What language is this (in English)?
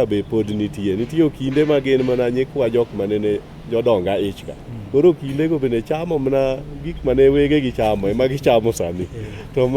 Luo (Kenya and Tanzania)